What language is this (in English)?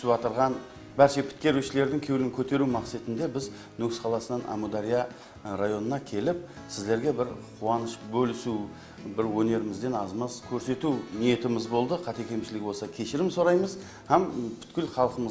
Kara-Kalpak